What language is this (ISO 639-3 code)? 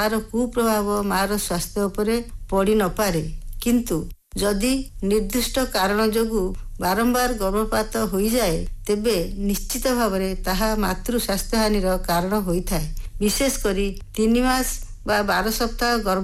ori